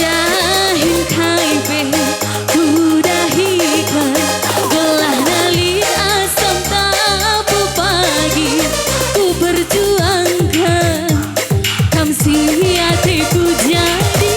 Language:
Batak Karo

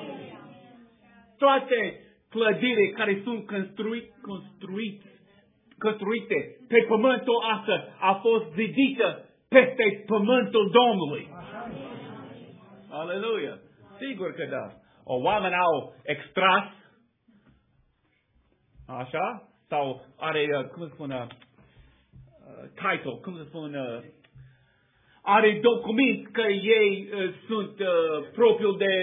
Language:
Romanian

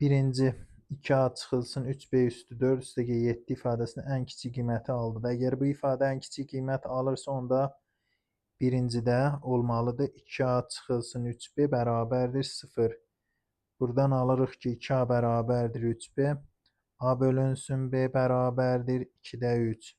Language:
Azerbaijani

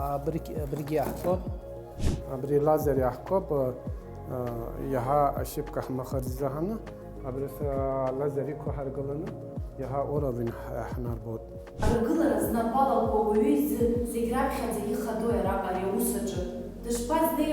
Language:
Abkhazian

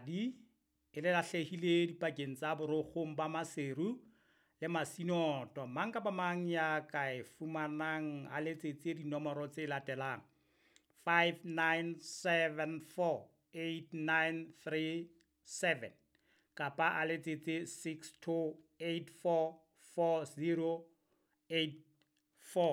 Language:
Southern Sotho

